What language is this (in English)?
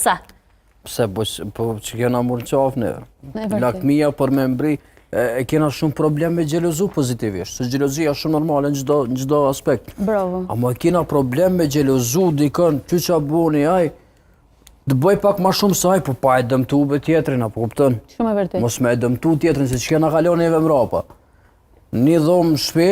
Albanian